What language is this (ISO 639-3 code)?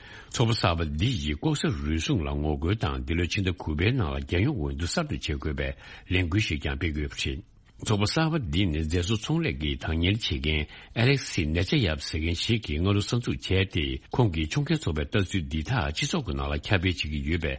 bod